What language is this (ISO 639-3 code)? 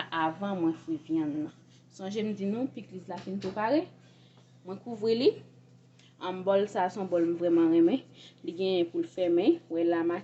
hat